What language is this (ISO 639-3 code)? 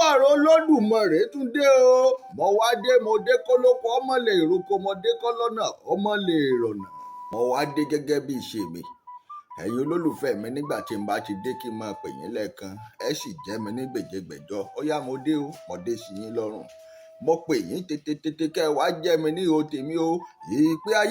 yor